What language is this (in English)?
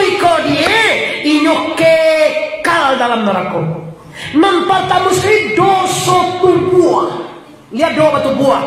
Minangkabau